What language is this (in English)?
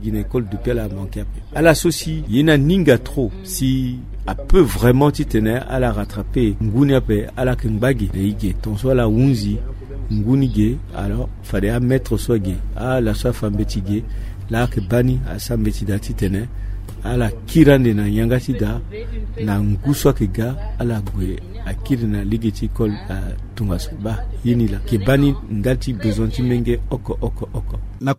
Sango